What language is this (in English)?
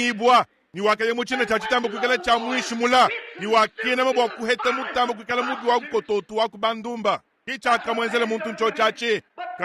Luba-Lulua